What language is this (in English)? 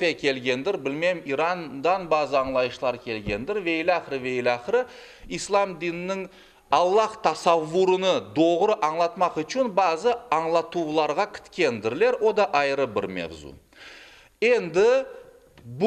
Crimean Tatar